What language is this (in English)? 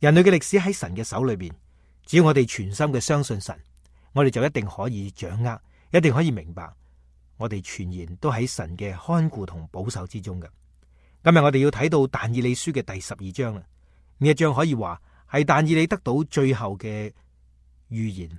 Cantonese